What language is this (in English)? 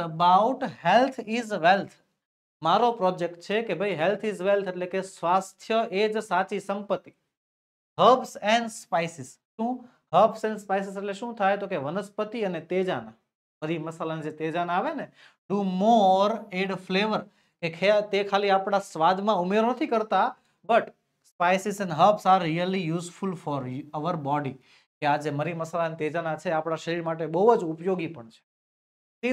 Gujarati